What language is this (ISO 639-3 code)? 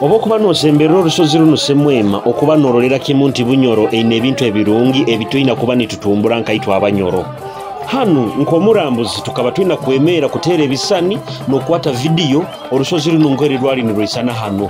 nyo